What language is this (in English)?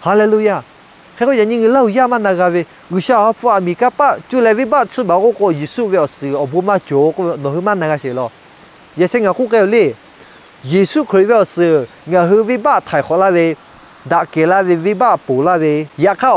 Lahu